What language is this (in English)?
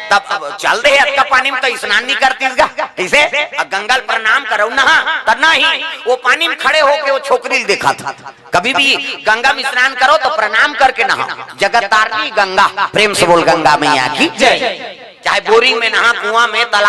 Chhattisgarhi